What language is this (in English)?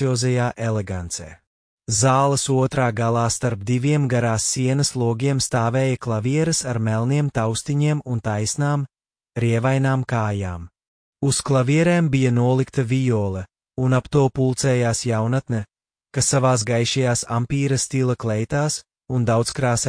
Latvian